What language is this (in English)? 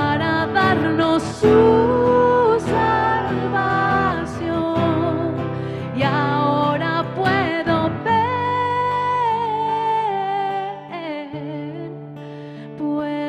South Bolivian Quechua